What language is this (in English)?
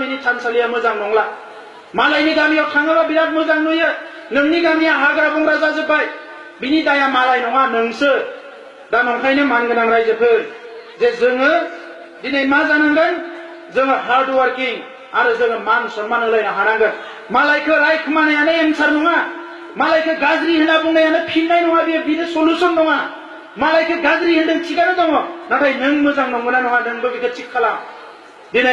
Bodo